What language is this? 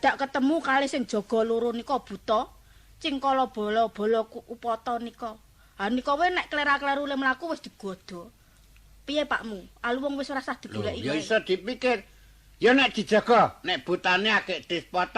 Javanese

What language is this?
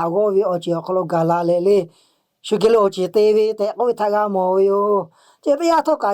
Lahu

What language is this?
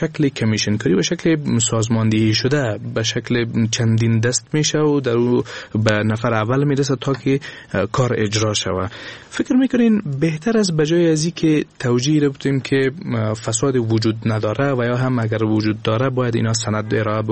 Persian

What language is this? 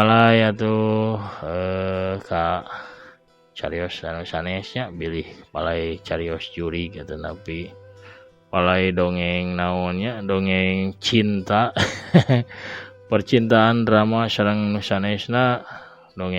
Sundanese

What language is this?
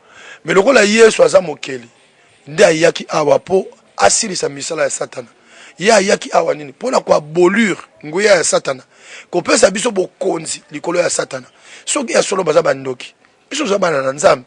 Lingala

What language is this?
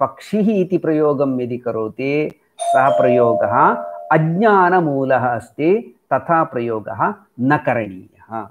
Sanskrit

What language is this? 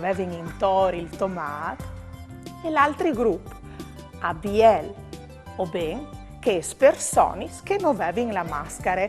Friulian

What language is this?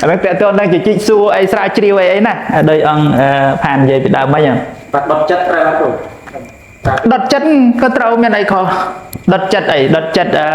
Khmer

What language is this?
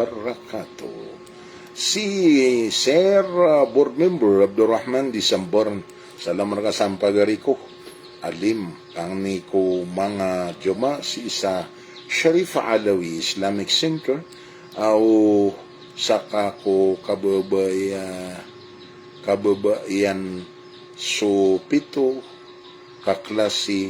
Maranao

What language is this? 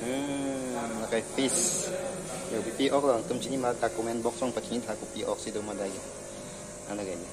Karbi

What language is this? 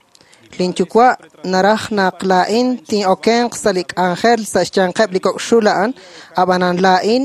Kekchí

